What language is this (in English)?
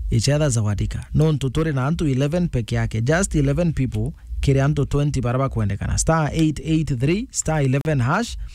Meru